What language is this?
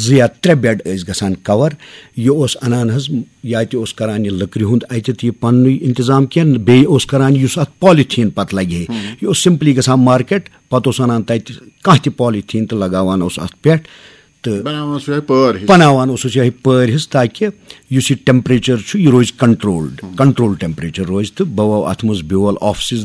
Kashmiri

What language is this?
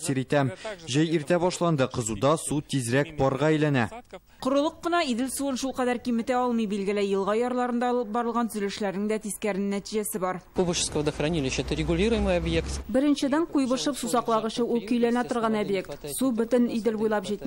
Tatar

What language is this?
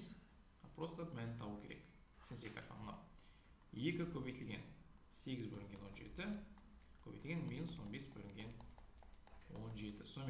Kazakh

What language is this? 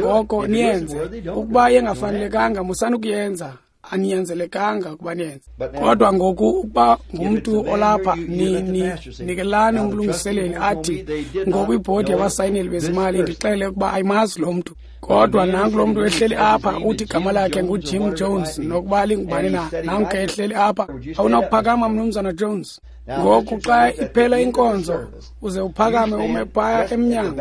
Xhosa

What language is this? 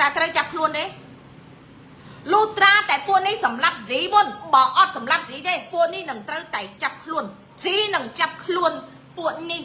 Khmer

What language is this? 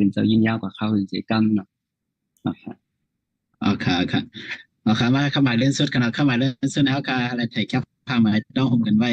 Shan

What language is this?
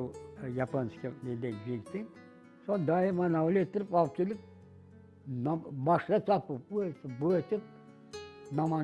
Crimean Tatar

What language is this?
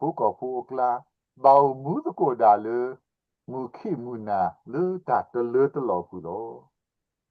S'gaw Karen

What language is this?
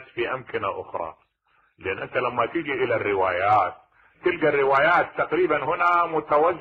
Mesopotamian Arabic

